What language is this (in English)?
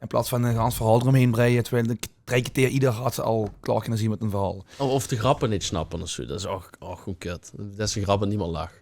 Limburgish